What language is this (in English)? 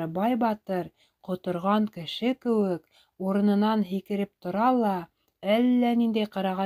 Bashkir